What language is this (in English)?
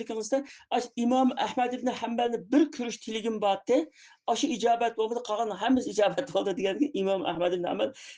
Uyghur